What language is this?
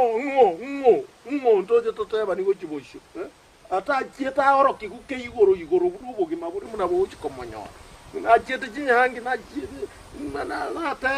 Gusii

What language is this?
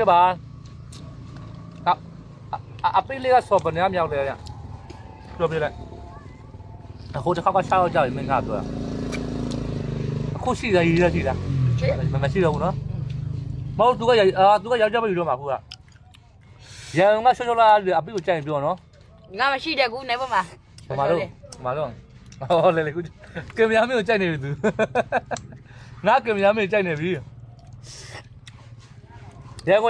Burmese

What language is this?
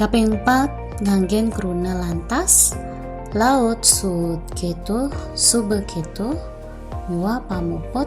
Balinese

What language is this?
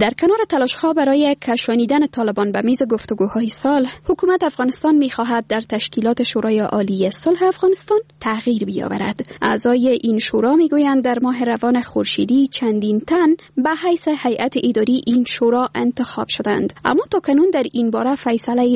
Persian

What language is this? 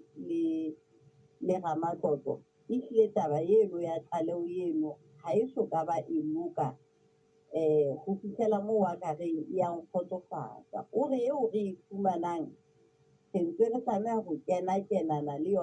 Southern Sotho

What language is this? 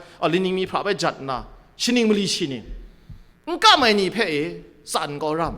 Kachin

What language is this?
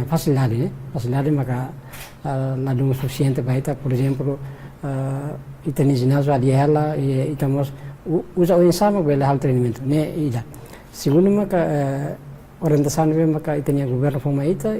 Tetum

